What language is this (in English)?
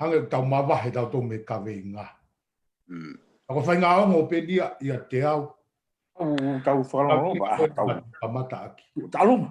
Tongan